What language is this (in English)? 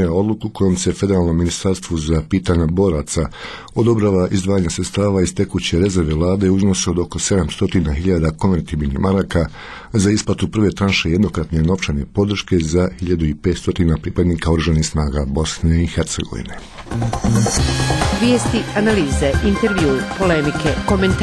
Bosnian